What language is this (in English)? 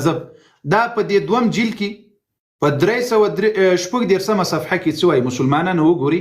Pashto